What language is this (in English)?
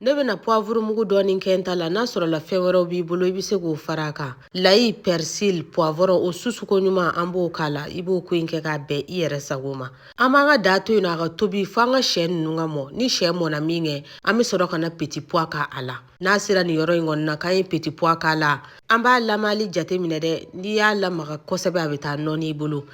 Bambara